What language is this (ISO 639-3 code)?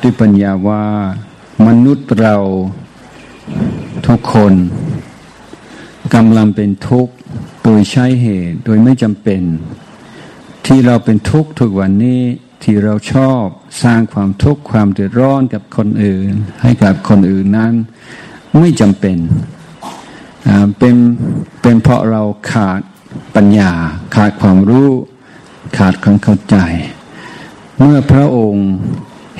tha